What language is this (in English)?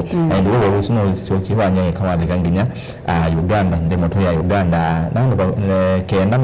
Kamba